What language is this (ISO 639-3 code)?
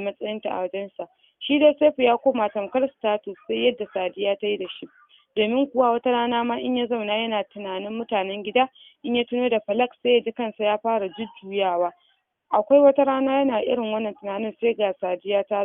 hau